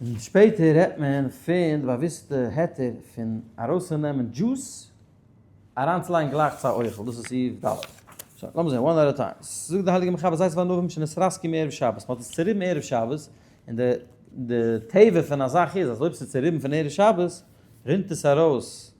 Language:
Yiddish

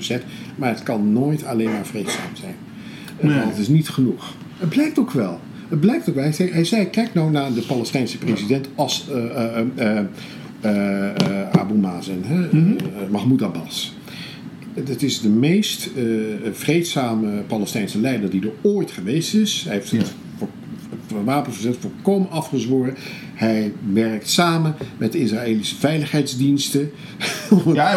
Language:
Dutch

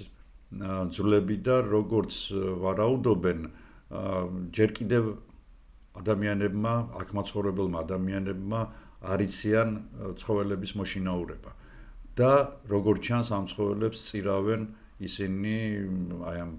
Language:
Georgian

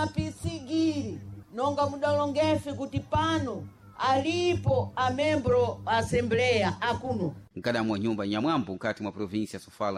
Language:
Sena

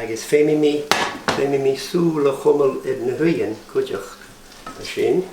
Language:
Scottish Gaelic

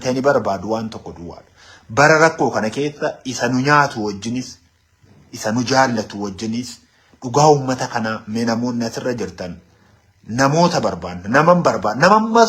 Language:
Oromo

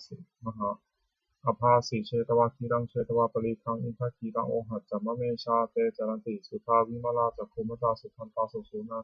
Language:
Pali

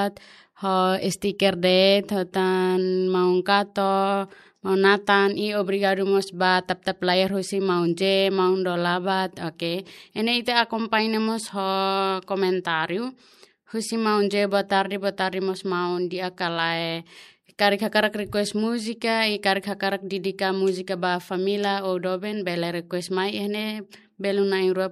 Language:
Tetum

